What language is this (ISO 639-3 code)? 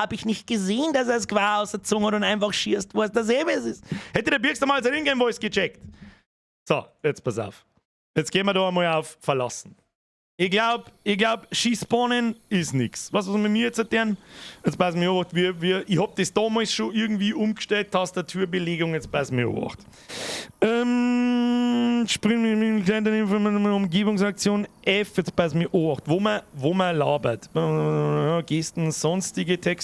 bar